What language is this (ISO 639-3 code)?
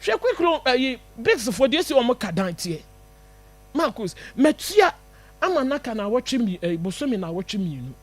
aka